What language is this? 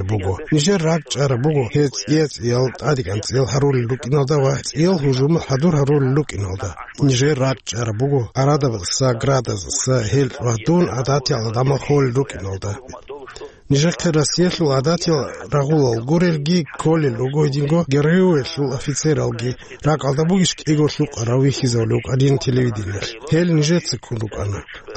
Avaric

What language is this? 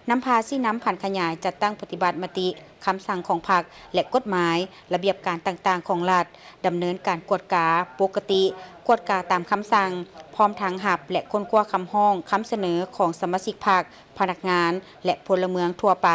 Lao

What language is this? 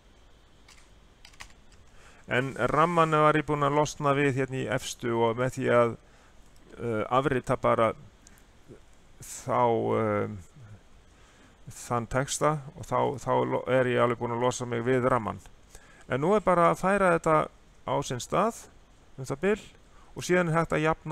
Icelandic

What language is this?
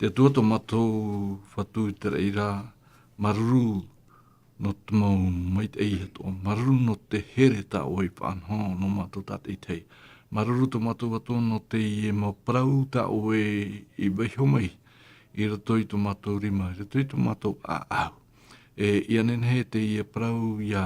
Tahitian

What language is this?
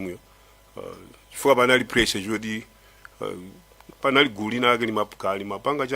Nyanja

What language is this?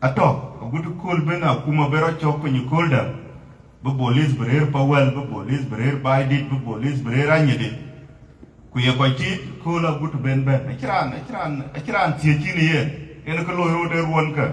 Dinka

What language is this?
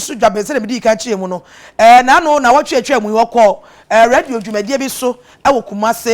Akan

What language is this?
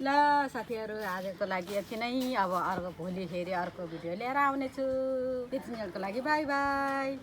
Nepali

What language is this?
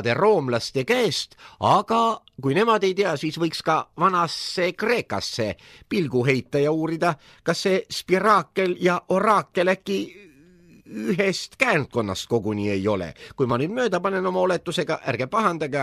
Estonian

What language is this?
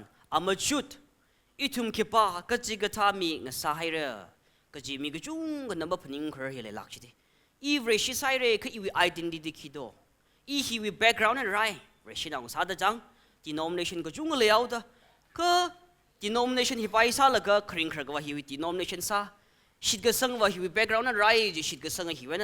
Tangkhul Naga (India)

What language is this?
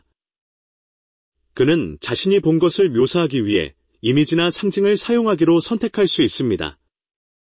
Korean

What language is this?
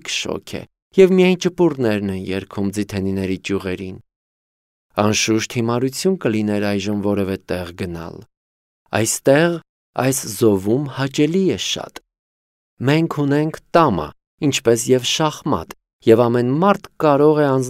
Armenian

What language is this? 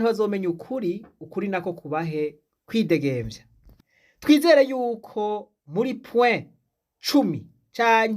Rundi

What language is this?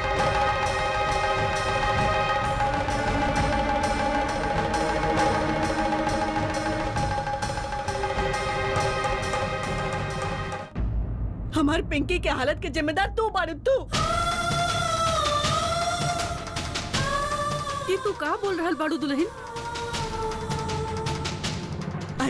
Bhojpuri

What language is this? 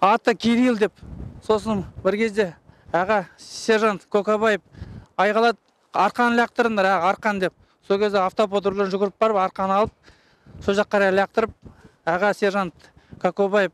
Kazakh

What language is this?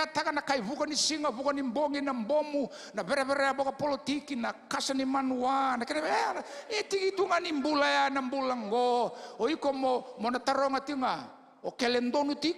Fijian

